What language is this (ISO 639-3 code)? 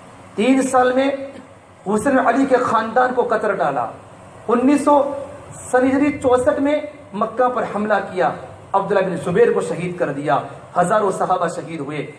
urd